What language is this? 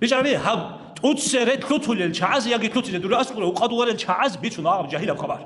Avaric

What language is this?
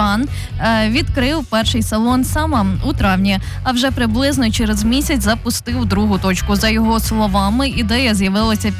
Ukrainian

